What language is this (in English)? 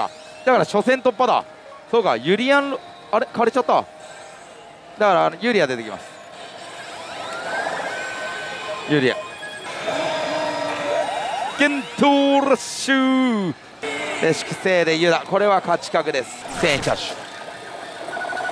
Japanese